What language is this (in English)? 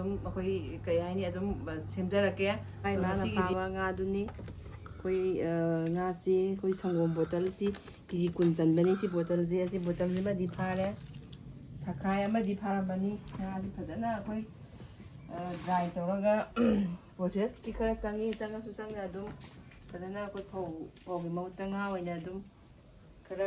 Manipuri